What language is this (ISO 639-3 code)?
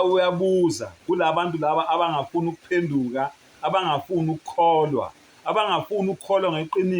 zul